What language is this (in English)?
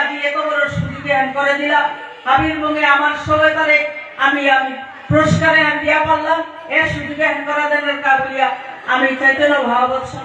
Bishnupriya